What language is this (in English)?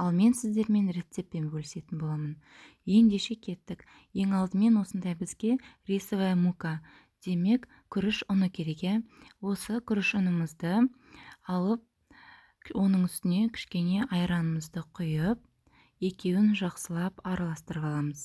Kazakh